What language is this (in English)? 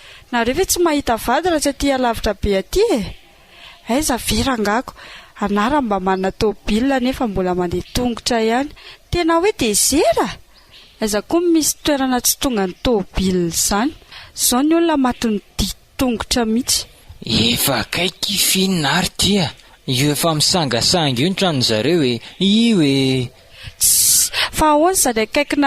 Malagasy